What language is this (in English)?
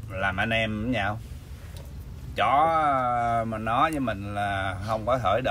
Vietnamese